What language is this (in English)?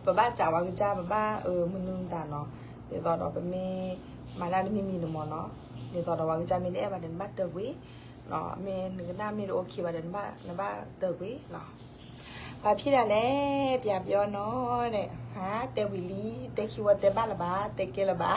S'gaw Karen